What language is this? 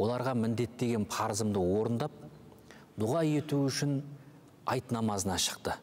Kazakh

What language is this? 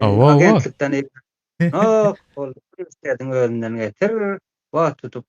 Turkmen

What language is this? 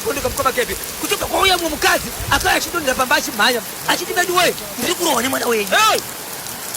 Shona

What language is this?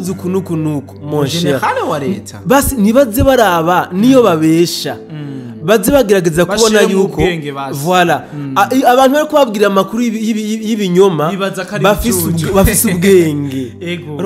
Rundi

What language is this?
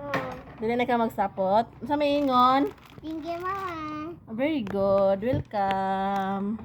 Cebuano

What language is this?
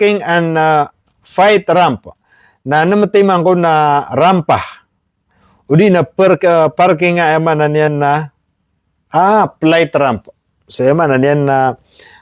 Maranao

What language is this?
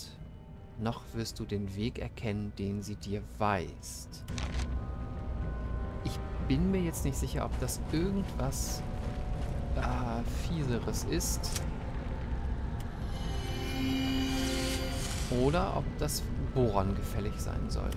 German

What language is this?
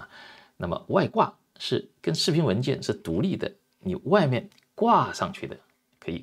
Chinese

